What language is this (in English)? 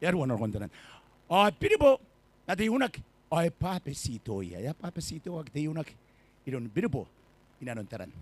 Gilbertese